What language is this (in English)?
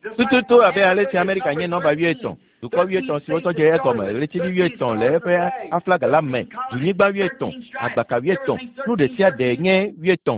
Ewe